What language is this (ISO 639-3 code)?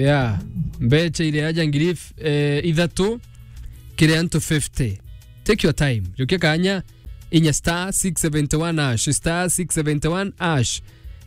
mer